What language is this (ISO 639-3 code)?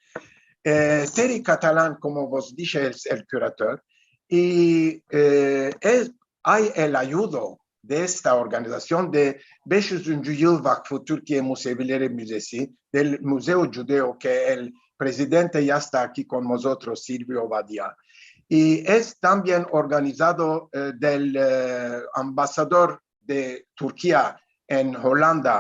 lad